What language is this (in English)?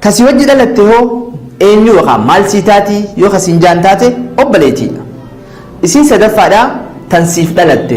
Oromo